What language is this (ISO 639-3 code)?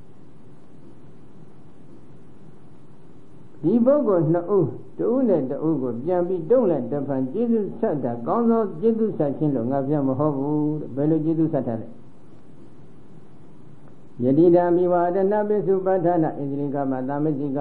mya